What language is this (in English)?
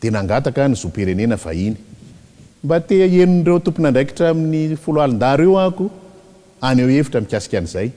Malagasy